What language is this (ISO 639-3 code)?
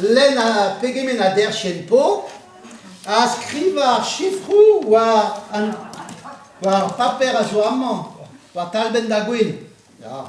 bre